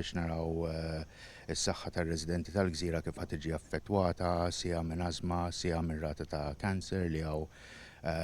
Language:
Maltese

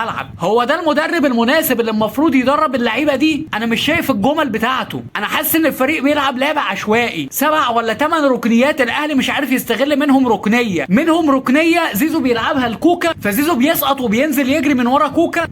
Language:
Egyptian Arabic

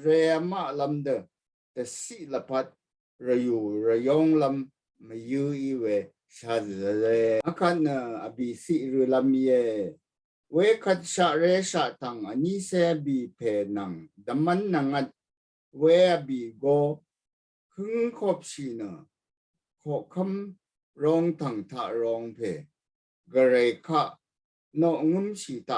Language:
Rawang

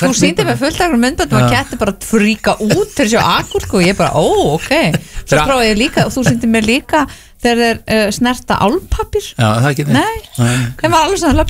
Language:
Icelandic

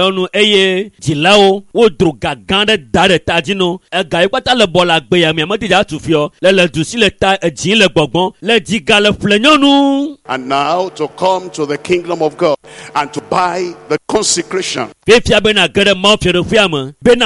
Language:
Ewe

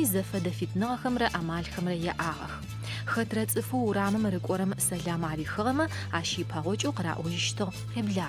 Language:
Adyghe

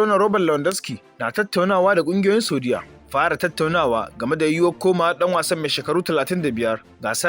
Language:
Hausa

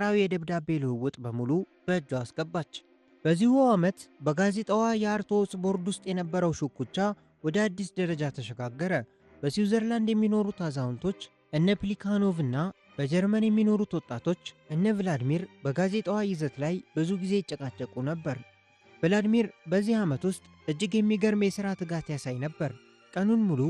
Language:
Amharic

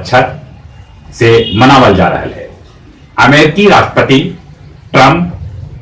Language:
Magahi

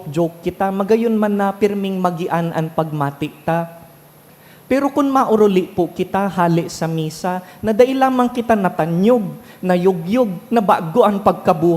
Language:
Bikol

